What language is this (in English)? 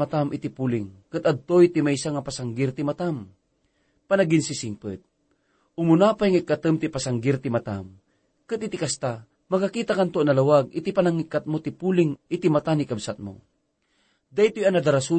Iloko